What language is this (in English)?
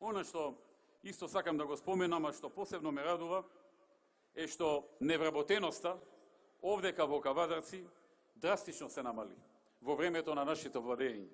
Macedonian